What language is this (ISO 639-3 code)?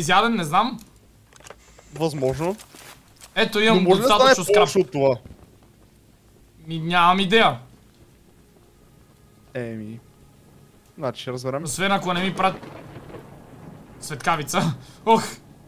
bul